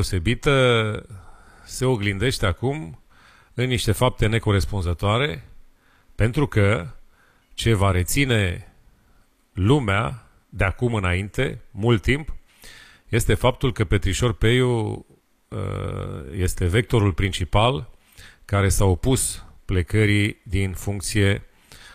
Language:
Romanian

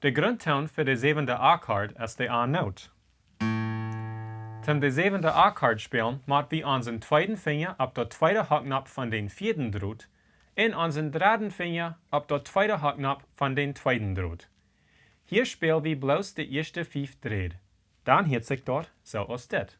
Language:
Plautdietsch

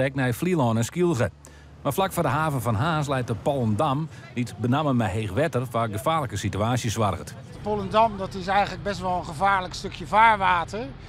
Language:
Western Frisian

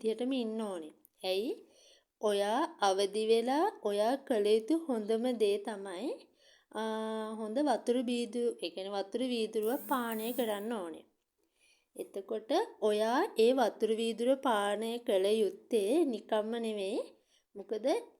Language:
Sinhala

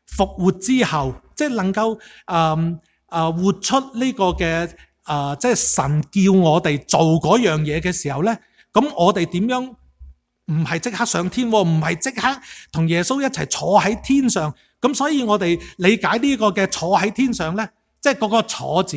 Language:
Cantonese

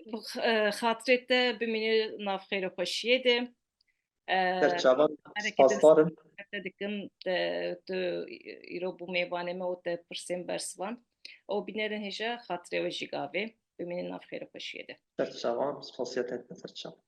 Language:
Kurdish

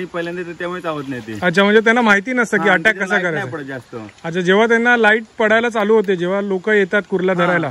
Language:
Marathi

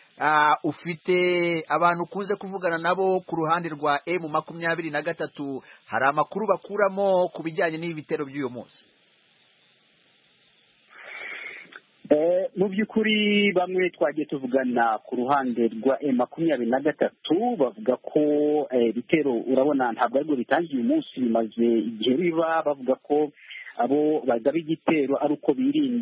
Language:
Kinyarwanda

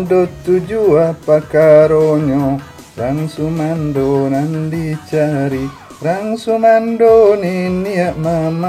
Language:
Minangkabau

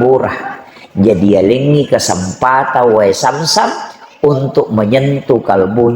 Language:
Buginese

